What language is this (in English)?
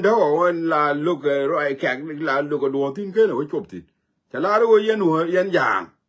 Nuer